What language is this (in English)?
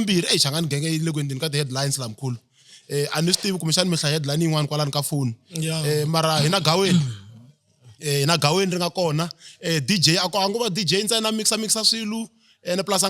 Tsonga